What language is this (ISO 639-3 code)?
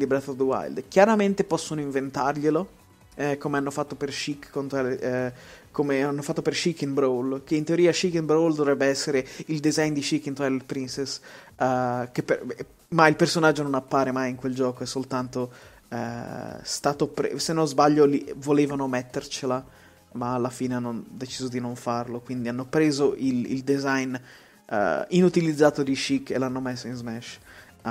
ita